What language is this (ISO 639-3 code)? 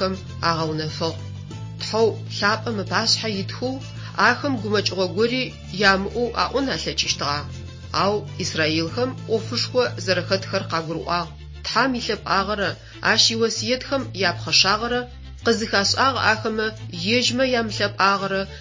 ady